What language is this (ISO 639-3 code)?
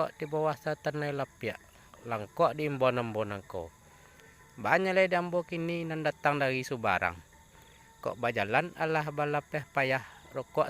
min